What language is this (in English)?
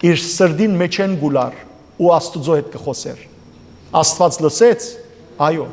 Western Armenian